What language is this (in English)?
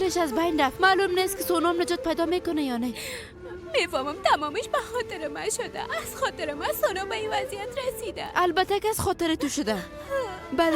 Persian